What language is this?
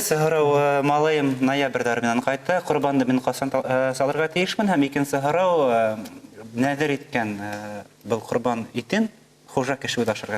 Bashkir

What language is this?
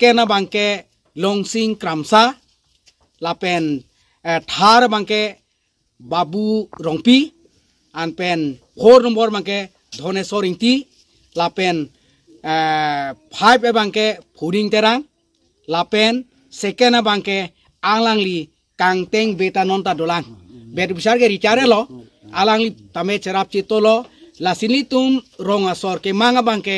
Karbi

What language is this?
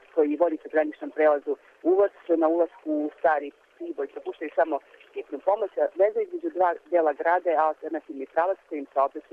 Serbian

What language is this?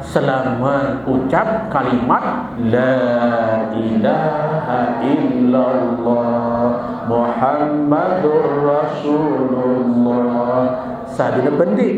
Sasak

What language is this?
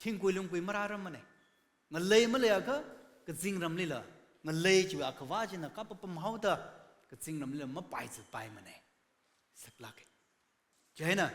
Tangkhul Naga (India)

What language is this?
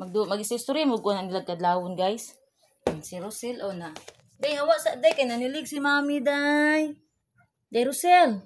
Cebuano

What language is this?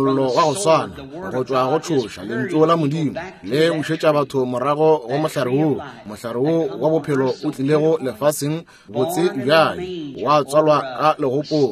Northern Sotho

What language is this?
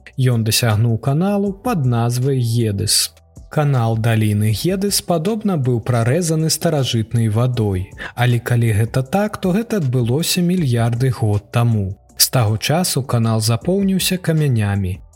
Belarusian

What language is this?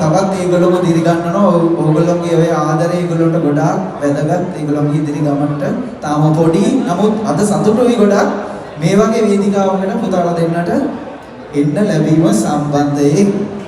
Sinhala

